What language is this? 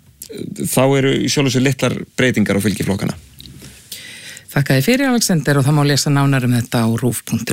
Icelandic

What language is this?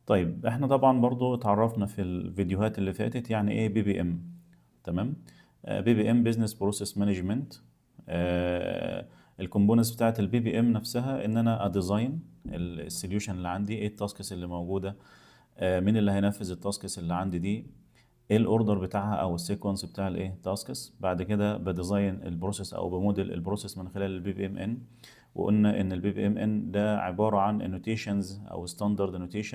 Egyptian Arabic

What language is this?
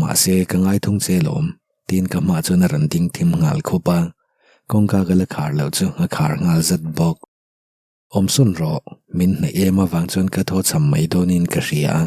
Mizo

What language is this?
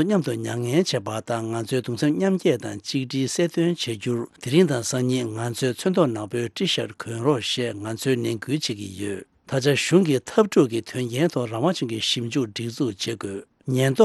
Tibetan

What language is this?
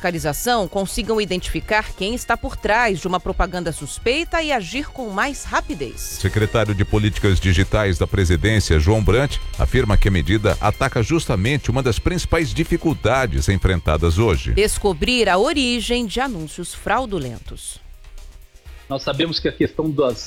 Portuguese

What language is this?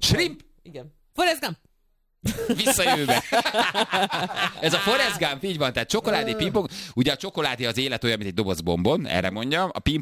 Hungarian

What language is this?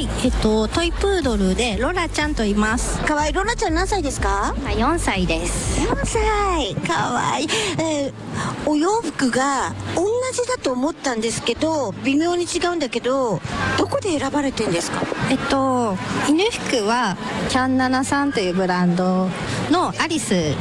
Japanese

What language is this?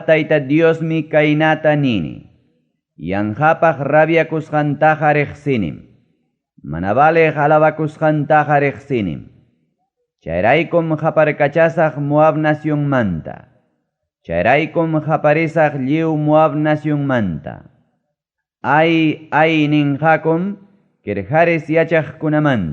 Ayacucho Quechua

